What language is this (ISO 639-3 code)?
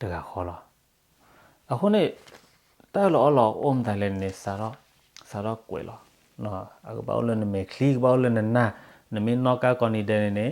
ksw